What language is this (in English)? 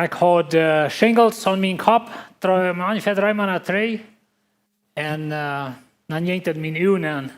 Plautdietsch